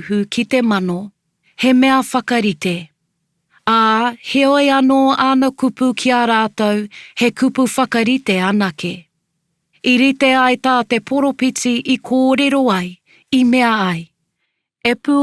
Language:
Māori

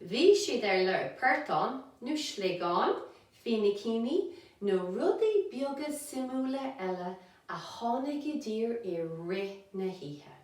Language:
Irish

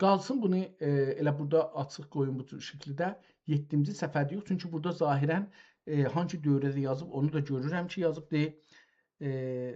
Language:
South Azerbaijani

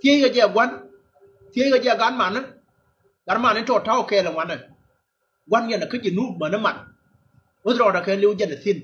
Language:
Nuer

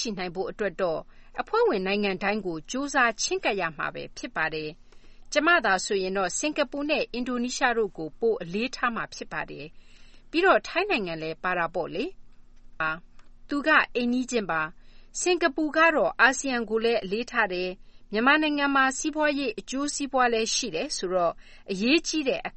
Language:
Burmese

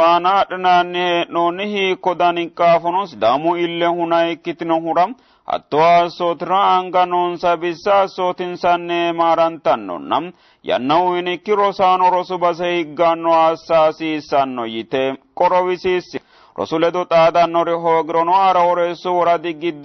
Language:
Sidamo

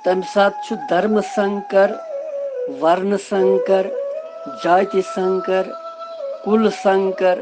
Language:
Kashmiri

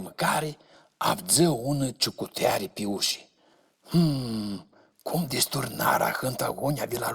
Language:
Aromanian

